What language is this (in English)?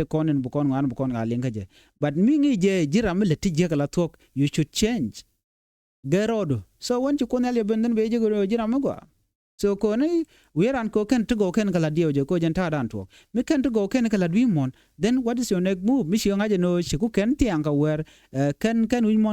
Nuer